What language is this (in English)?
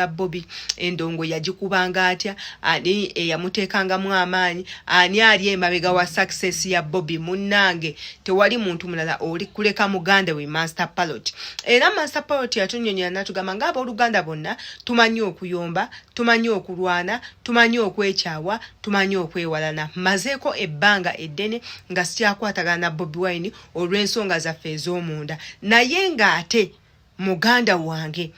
Ganda